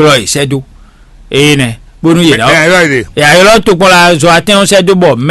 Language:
Fon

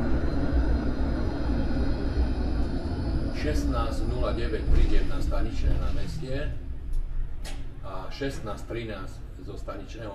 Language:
Slovak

